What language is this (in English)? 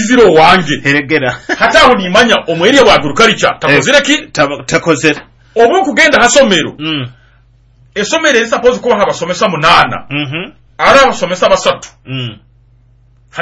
Nyoro